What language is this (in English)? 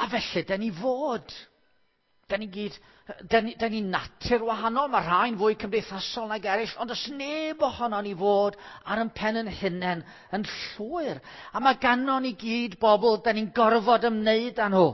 Welsh